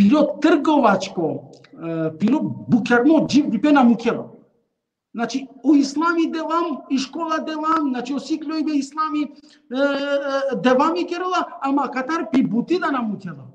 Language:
Balkan Romani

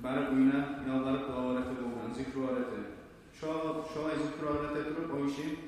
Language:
Kumyk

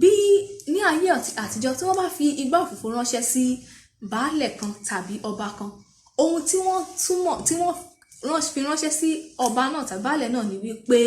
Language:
Yoruba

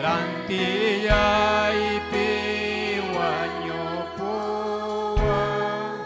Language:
Ayacucho Quechua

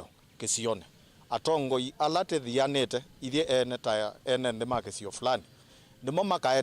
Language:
Kamba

